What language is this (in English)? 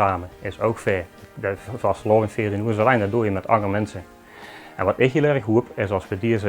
Limburgish